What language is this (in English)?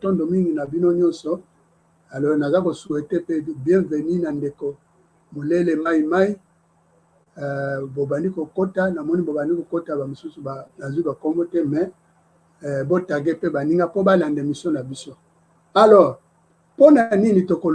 Lingala